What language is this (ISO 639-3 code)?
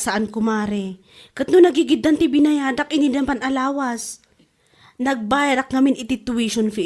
ilo